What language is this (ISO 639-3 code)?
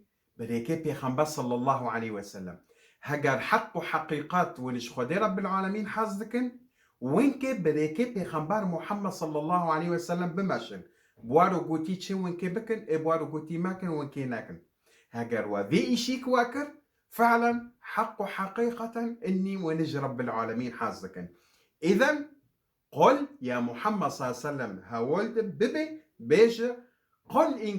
kur